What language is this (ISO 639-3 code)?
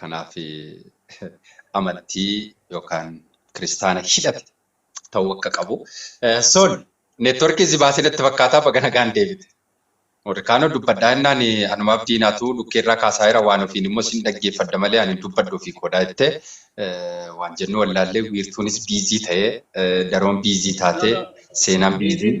orm